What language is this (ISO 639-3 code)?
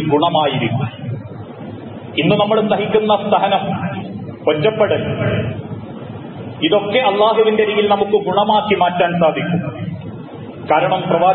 mal